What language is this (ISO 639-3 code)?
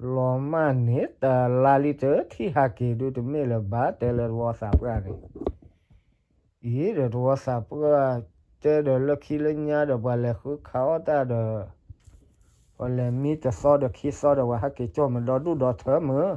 ksw